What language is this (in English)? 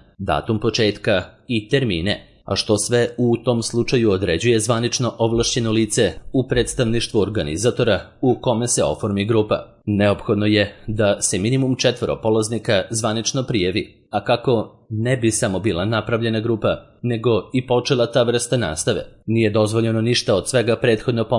Serbian